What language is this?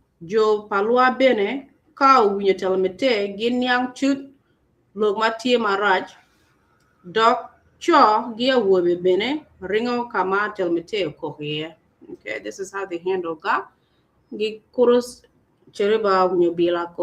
Acoli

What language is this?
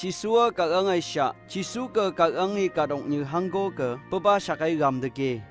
Phom Naga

